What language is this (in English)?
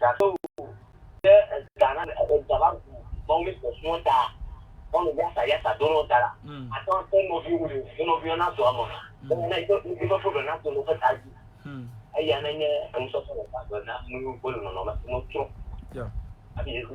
Ewe